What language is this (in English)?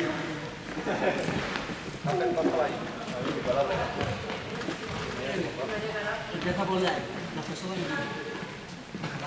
Spanish